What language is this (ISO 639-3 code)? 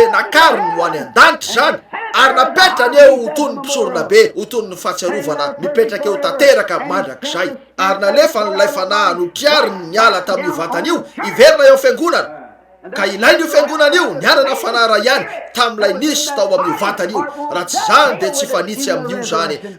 mlg